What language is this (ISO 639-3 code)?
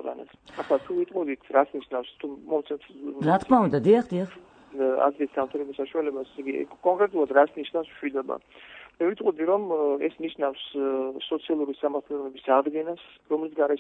kat